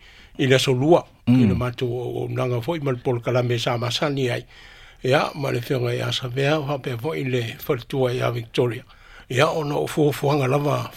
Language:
Samoan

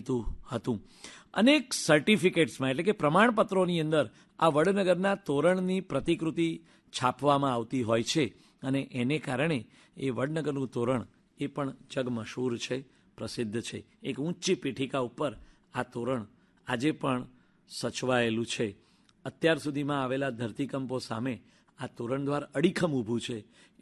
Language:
Gujarati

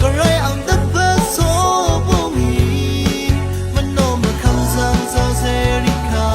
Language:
Rawang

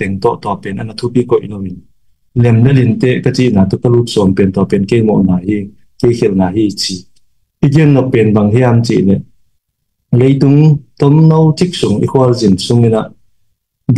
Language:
Tedim Chin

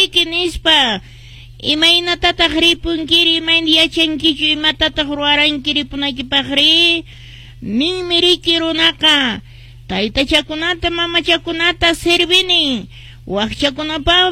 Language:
Quechua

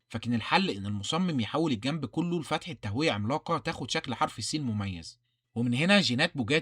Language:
Egyptian Arabic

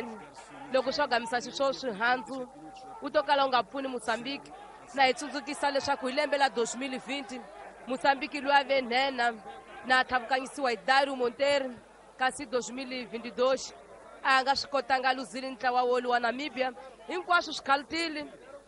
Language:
Tsonga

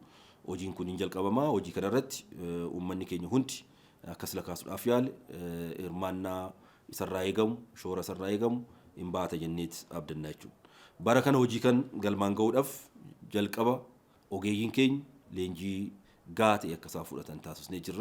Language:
Oromo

